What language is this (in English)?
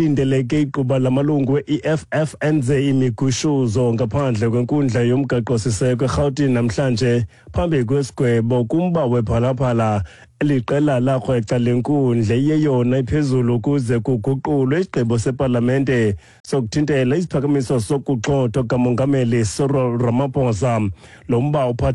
Xhosa